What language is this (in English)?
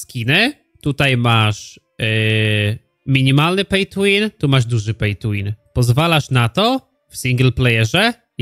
Polish